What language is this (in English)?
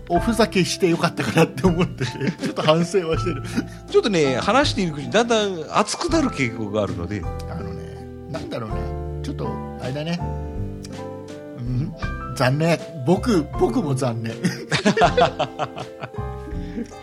Japanese